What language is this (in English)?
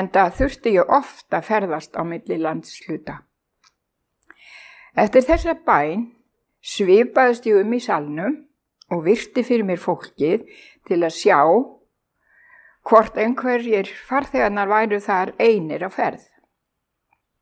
Icelandic